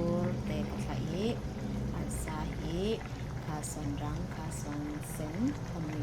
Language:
Falam Chin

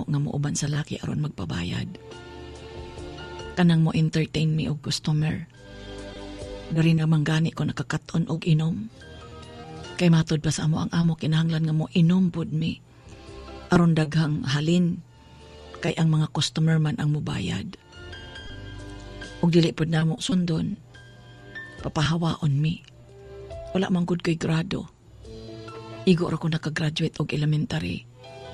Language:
Cebuano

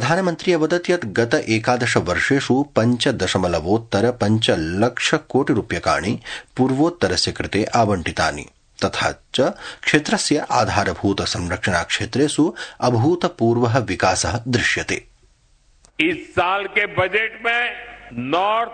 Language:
Sanskrit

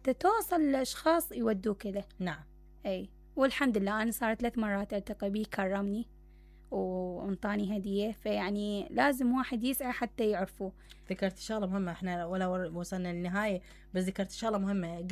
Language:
Mesopotamian Arabic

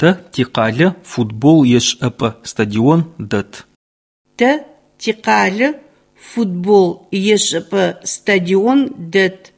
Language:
Adyghe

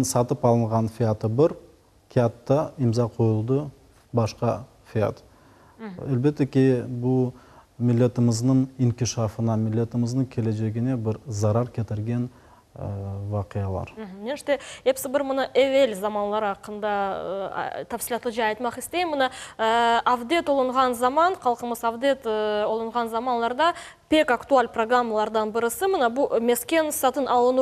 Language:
Crimean Tatar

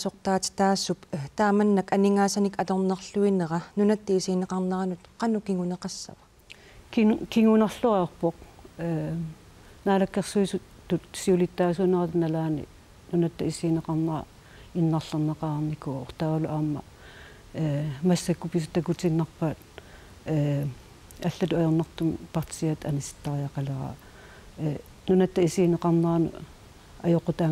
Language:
Kalaallisut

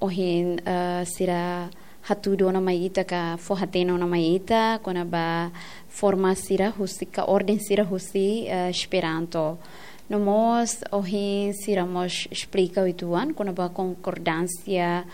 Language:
Tetum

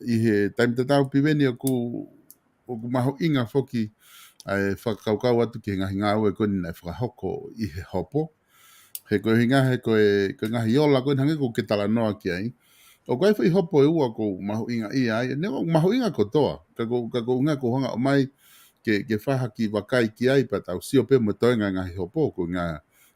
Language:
Tongan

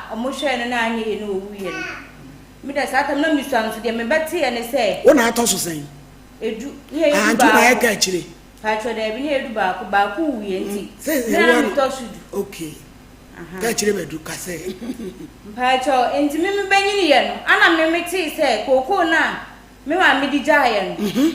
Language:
Akan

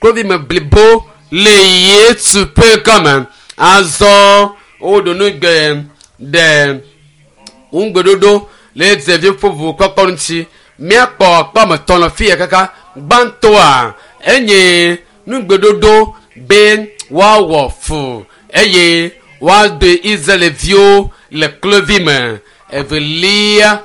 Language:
Ewe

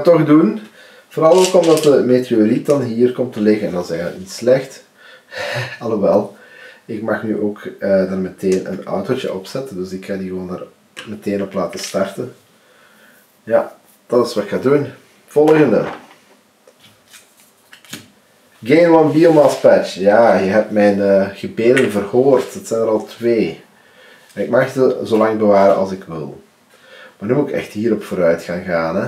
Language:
Dutch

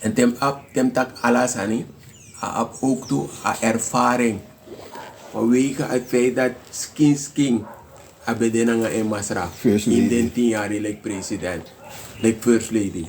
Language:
Sranan Tongo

